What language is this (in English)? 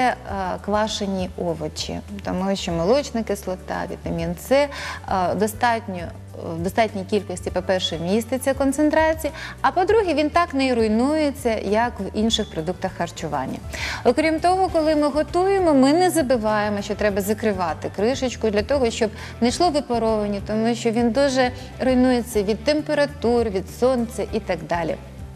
Ukrainian